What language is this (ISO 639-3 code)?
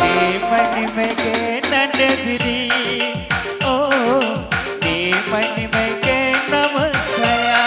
btx